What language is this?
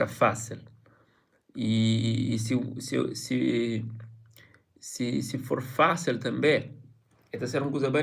Kabuverdianu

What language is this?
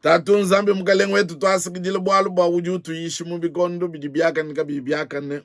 Luba-Lulua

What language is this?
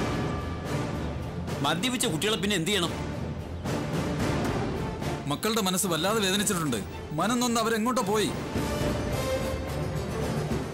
Malayalam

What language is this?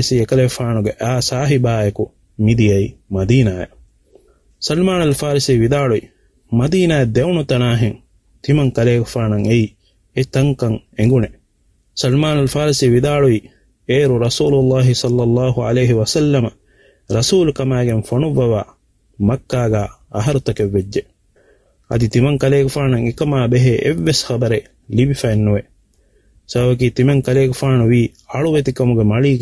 Divehi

